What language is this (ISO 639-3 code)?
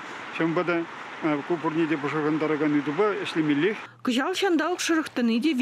chv